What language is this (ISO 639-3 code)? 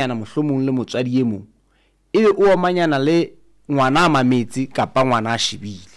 sot